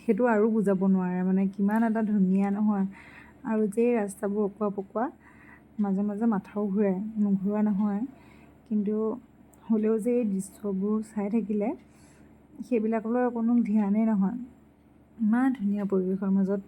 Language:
Assamese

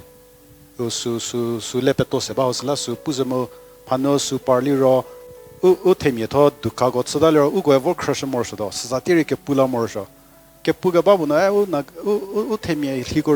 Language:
Angami Naga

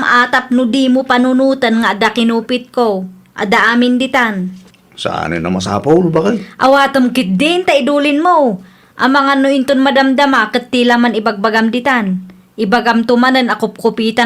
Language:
Iloko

